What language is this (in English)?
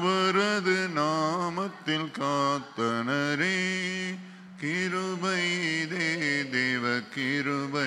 Tamil